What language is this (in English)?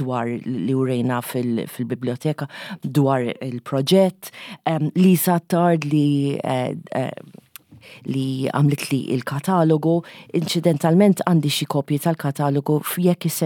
Maltese